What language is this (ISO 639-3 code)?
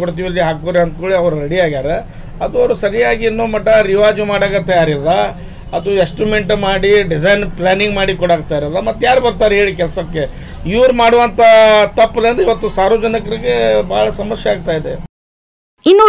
kan